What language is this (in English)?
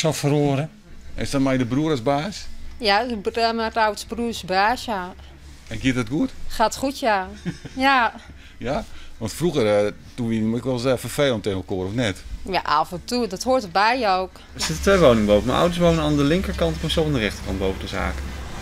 Western Frisian